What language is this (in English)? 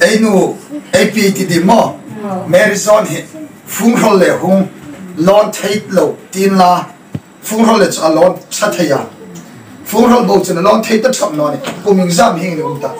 Hmar